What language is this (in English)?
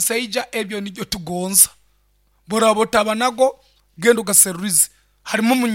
Nyankole